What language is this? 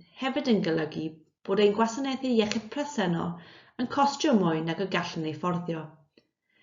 Welsh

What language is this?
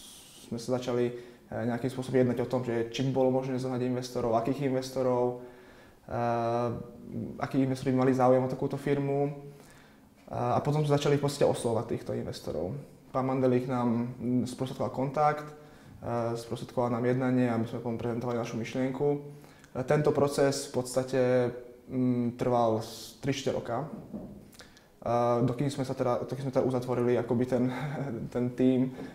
Slovak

